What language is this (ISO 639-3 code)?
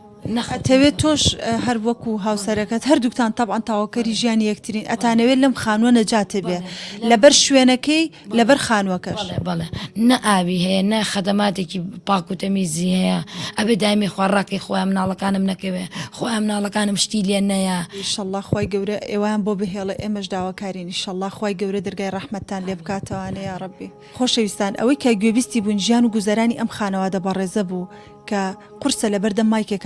ckb